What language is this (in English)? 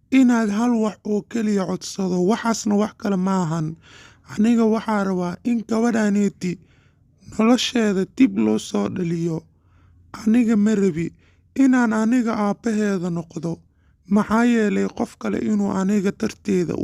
Somali